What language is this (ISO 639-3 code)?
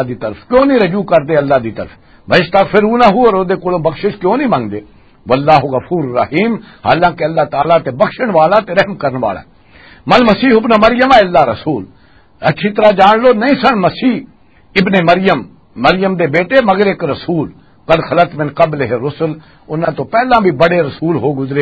lah